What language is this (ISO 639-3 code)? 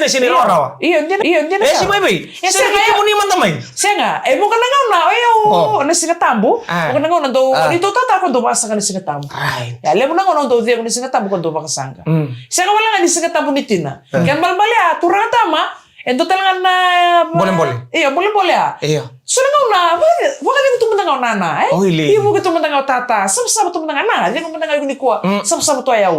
fij